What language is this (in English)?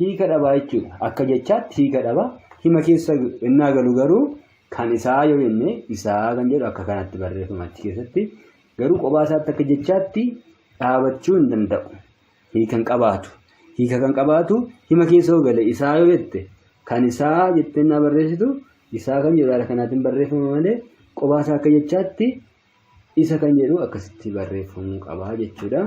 Oromo